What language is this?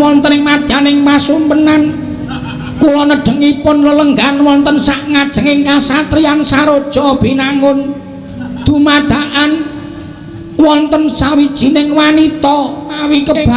Javanese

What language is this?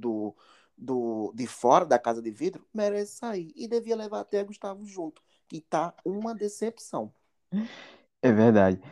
Portuguese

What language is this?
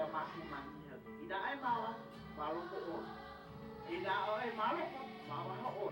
Hawaiian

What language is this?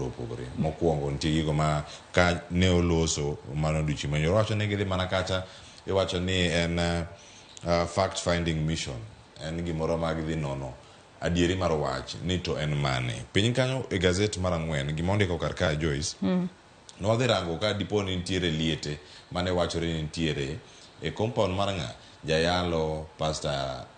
Luo (Kenya and Tanzania)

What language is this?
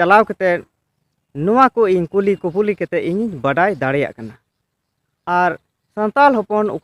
Santali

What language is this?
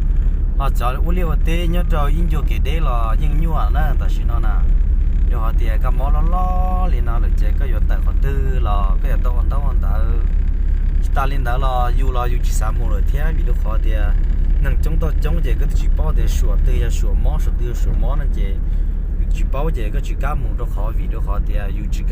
Hmong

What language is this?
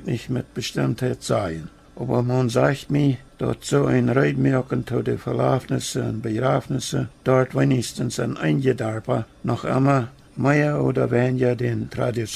Plautdietsch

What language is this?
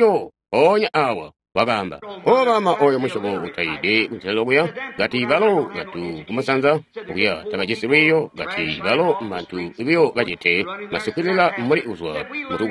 Tonga (Zambia)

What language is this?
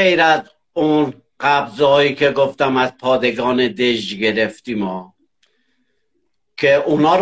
Persian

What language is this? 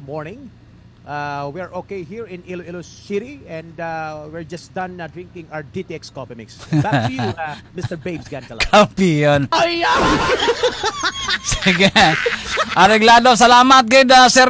Hiligaynon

